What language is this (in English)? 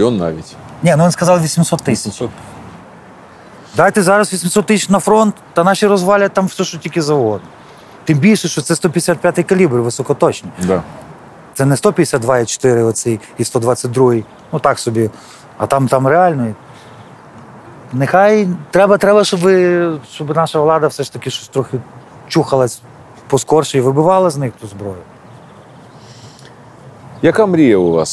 Ukrainian